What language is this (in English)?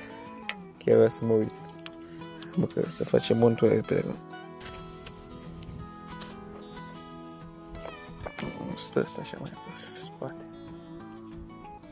Romanian